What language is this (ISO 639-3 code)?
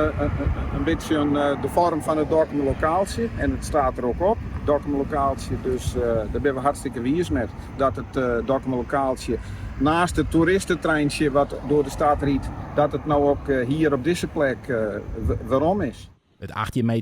fry